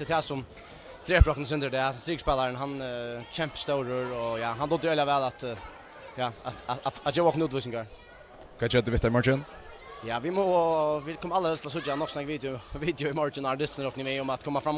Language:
Faroese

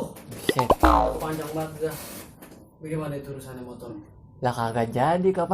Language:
Betawi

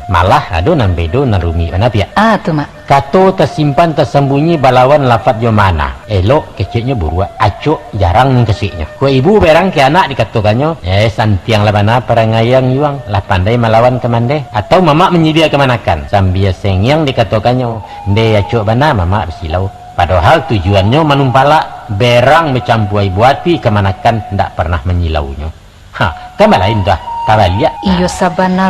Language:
Minangkabau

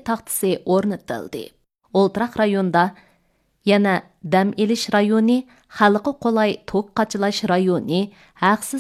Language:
Uyghur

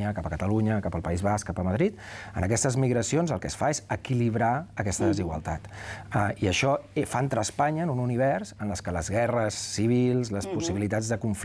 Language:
Catalan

